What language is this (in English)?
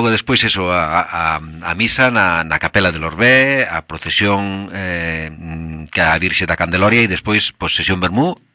Galician